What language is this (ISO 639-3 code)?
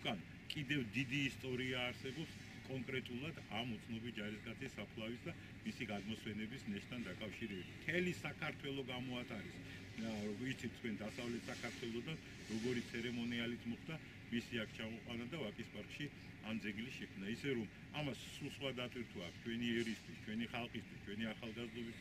kat